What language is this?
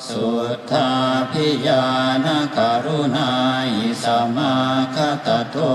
Pali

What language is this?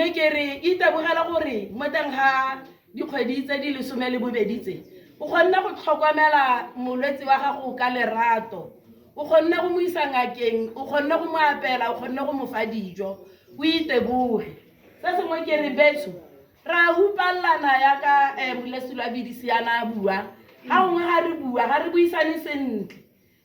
Tswana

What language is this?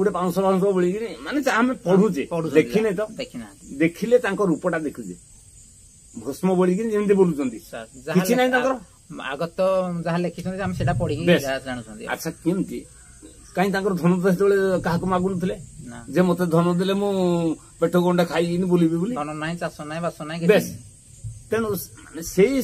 Odia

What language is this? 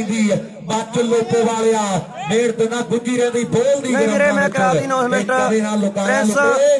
Punjabi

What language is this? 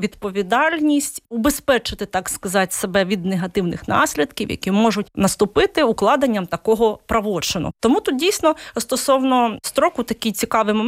Ukrainian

